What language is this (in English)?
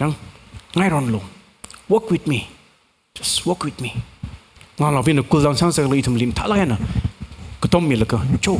Tangkhul Naga (India)